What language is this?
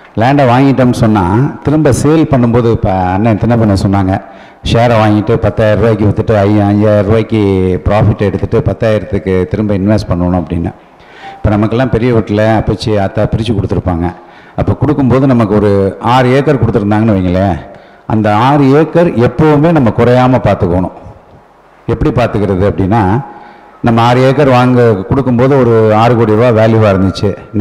Tamil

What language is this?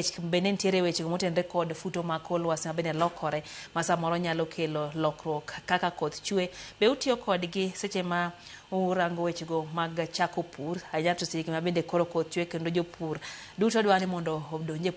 Luo (Kenya and Tanzania)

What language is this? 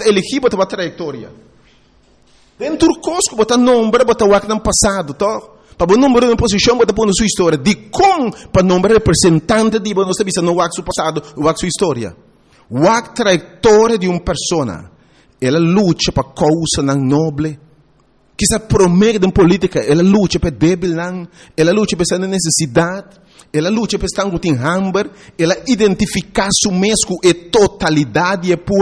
Papiamento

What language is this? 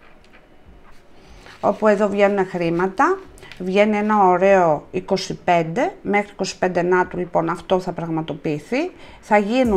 Greek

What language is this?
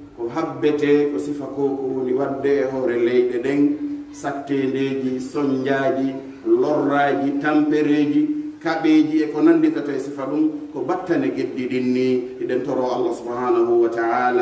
Pular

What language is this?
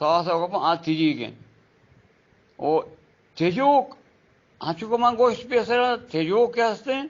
Eastern Balochi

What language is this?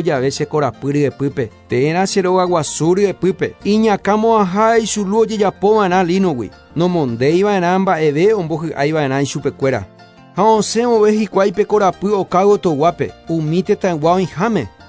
Guarani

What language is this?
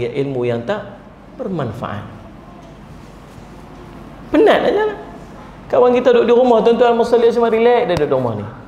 Malay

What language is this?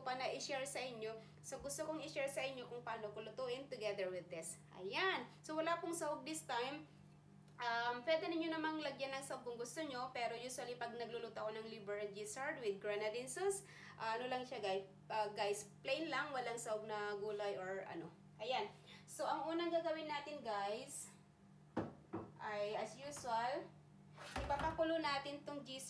Filipino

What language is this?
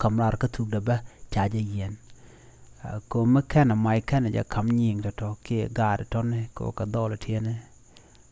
Nuer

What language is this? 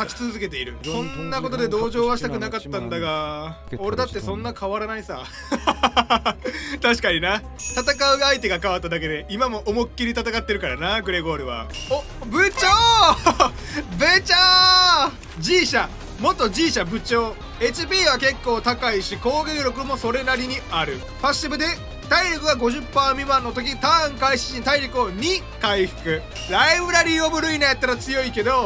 Japanese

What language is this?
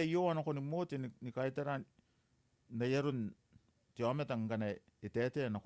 Gilbertese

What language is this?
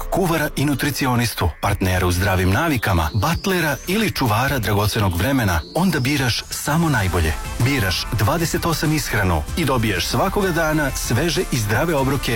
Serbian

